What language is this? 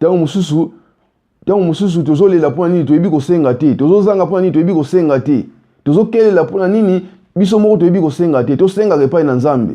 Lingala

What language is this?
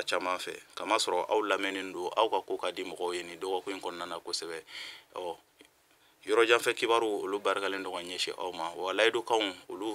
Bambara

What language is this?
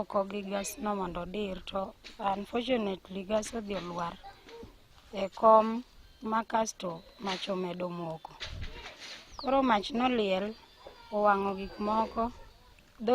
Luo (Kenya and Tanzania)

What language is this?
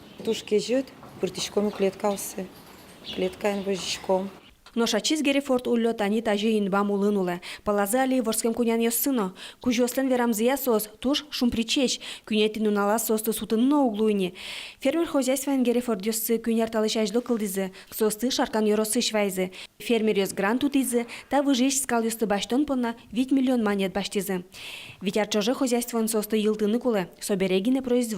Udmurt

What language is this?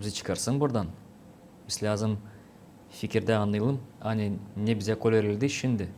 Gagauz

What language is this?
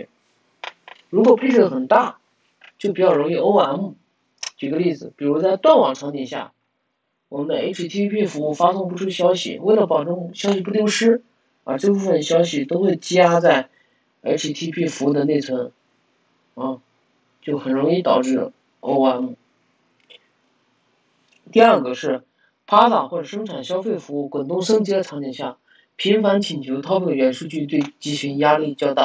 Chinese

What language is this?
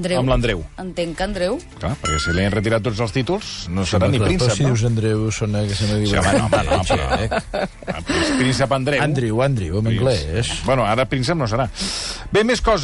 Catalan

